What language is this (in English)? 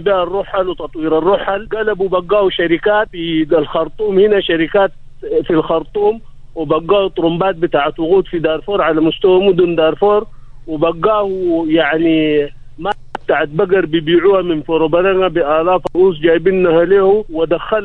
Sudanese Arabic